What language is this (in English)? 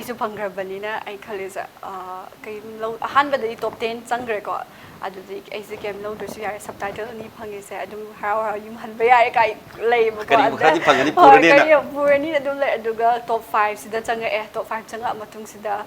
Manipuri